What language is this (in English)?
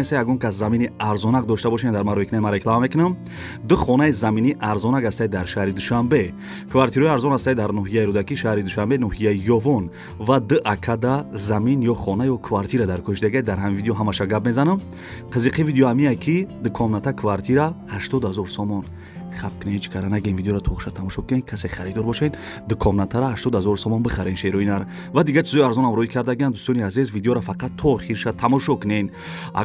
Tajik